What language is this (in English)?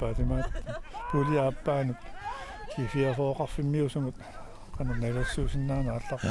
Kalaallisut